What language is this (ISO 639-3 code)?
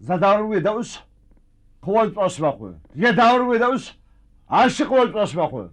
ady